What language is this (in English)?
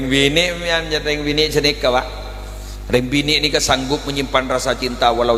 Madurese